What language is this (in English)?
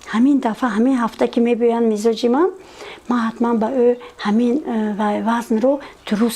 Tajik